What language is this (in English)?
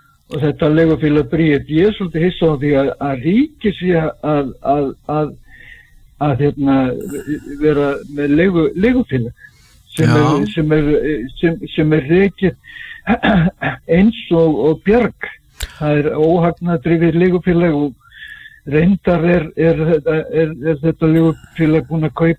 Icelandic